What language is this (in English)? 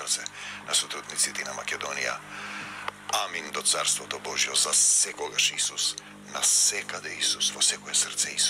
Macedonian